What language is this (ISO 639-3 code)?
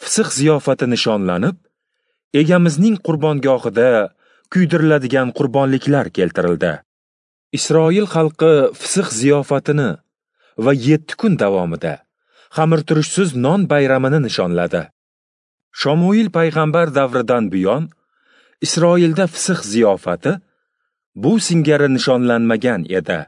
uzb